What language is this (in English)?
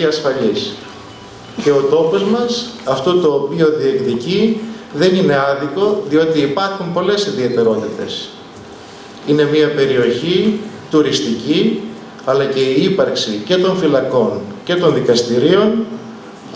Greek